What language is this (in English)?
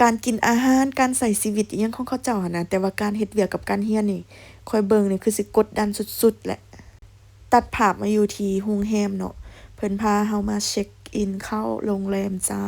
Lao